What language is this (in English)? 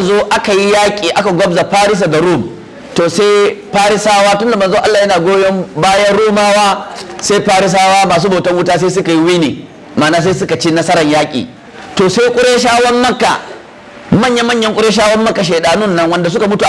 Hausa